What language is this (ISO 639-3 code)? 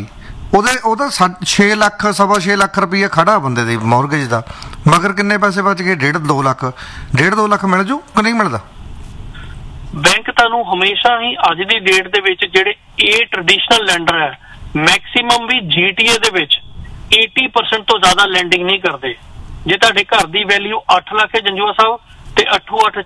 pan